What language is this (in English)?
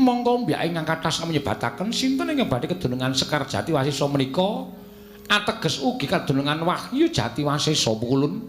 Javanese